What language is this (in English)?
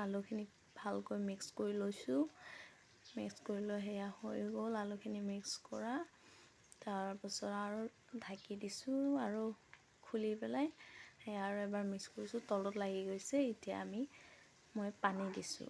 Assamese